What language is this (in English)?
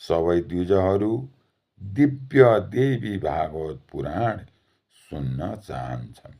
Nepali